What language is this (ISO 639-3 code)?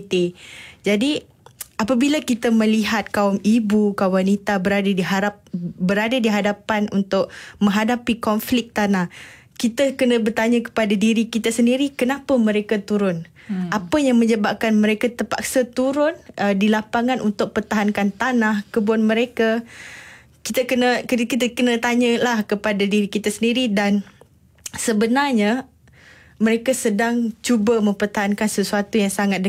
msa